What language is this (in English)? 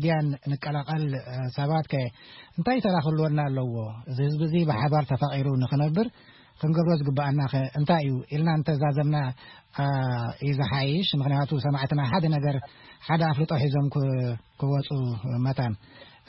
Tigrinya